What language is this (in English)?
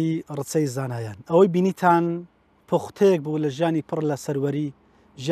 Central Kurdish